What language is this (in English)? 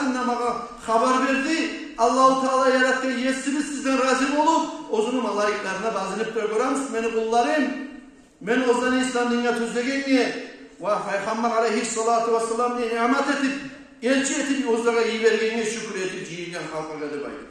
Kumyk